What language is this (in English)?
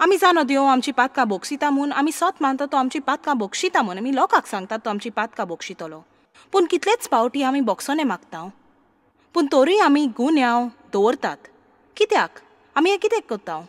Konkani